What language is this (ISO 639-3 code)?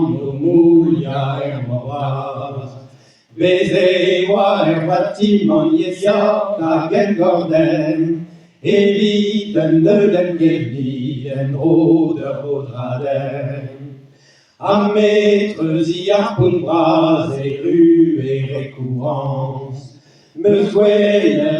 bre